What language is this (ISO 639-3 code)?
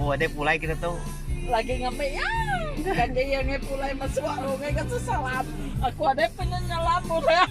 iba